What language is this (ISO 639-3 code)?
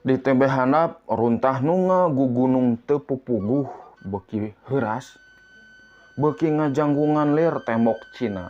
sun